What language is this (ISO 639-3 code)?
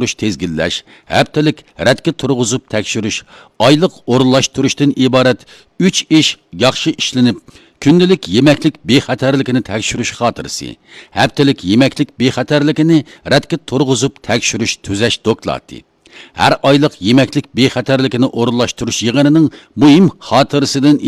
uig